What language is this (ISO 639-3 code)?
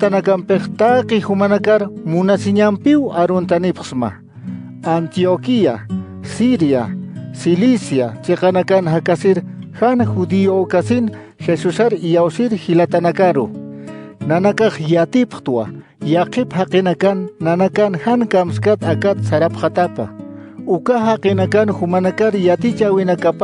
aym